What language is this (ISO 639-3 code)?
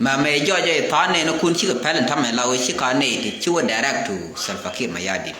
nus